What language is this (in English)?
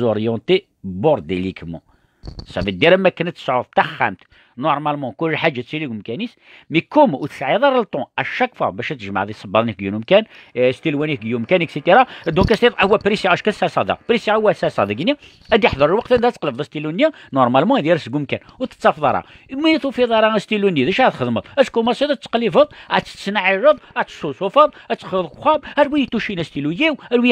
Kabyle